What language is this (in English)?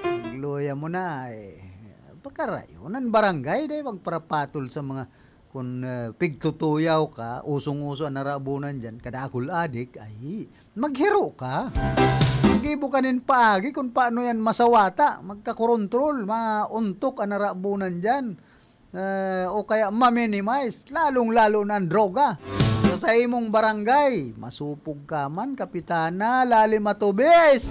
Bikol